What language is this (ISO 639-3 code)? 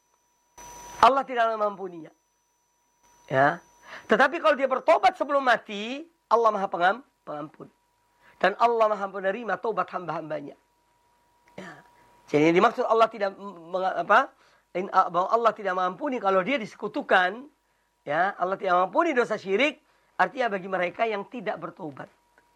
ind